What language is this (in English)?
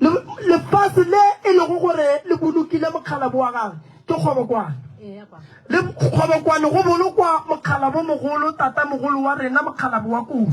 Northern Sotho